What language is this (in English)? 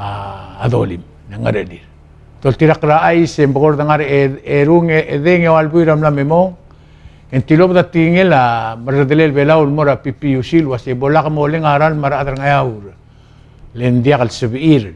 Palauan